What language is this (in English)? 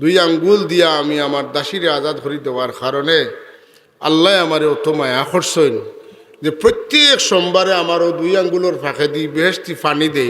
Sylheti